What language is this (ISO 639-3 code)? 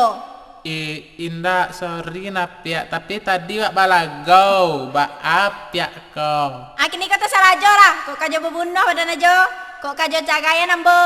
min